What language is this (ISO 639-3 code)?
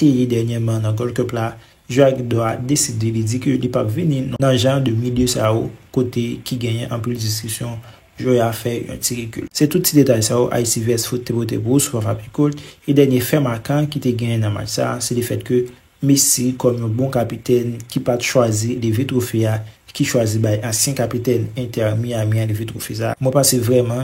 hat